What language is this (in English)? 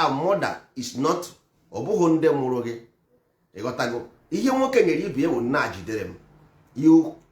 Igbo